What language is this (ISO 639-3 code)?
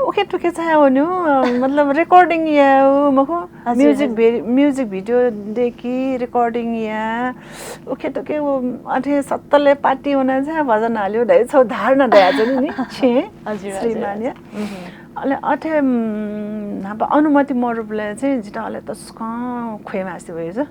new